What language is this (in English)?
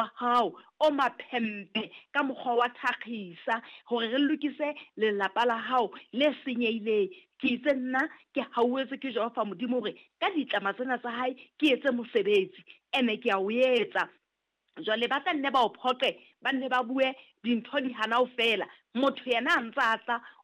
Southern Sotho